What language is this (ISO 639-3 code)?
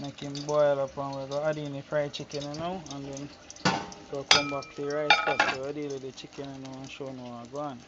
jam